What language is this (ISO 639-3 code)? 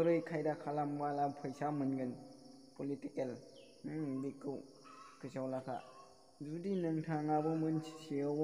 brx